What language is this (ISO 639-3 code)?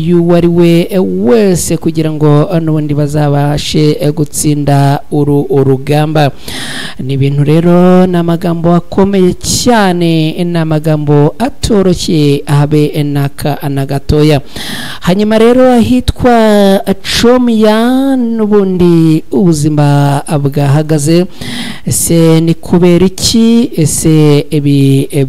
kin